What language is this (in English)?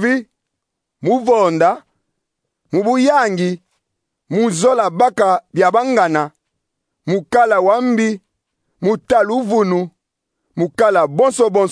Kongo